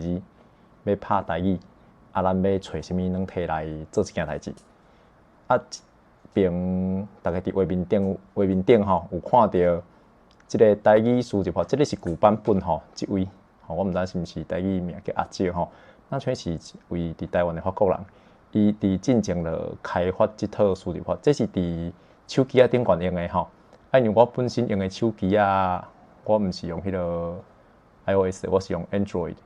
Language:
Min Nan Chinese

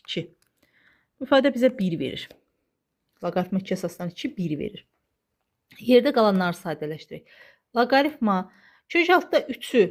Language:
Azerbaijani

